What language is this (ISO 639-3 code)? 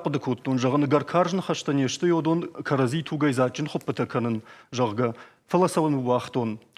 oss